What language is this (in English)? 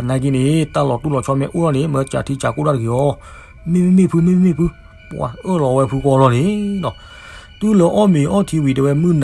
S'gaw Karen